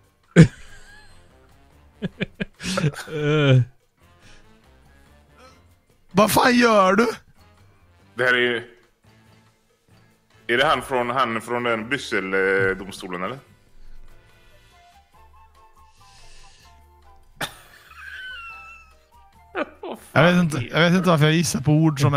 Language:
Swedish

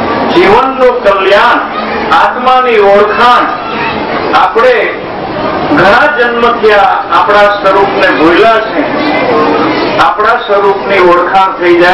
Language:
Gujarati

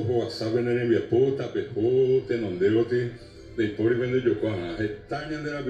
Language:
Guarani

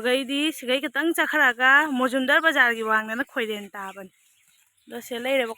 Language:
Manipuri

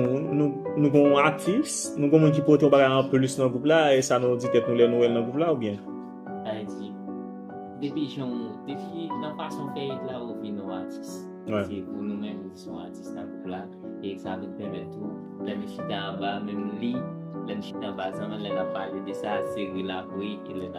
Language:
Haitian Creole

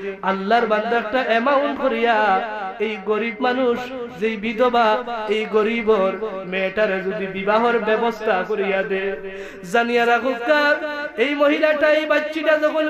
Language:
Sylheti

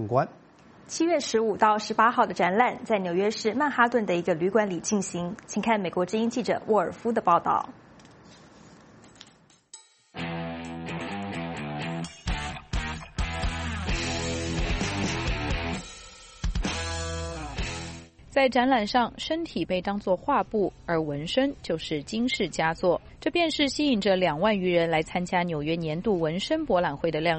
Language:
Chinese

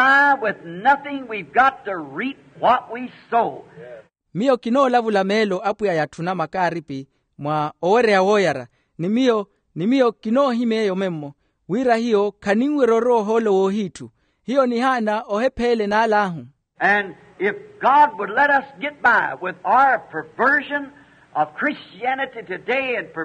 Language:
Makhuwa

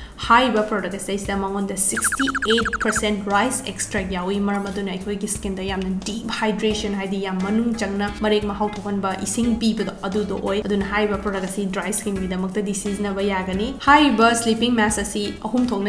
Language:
Manipuri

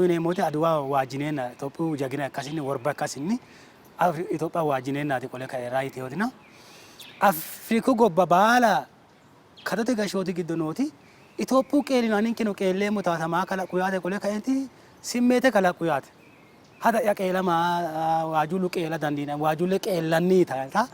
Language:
Sidamo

